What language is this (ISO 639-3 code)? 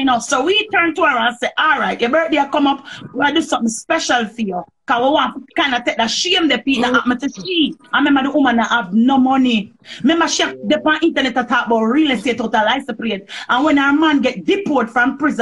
jam